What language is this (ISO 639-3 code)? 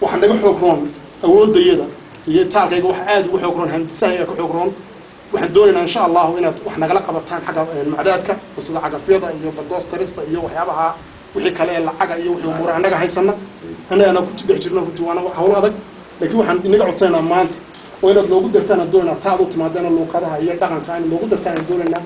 som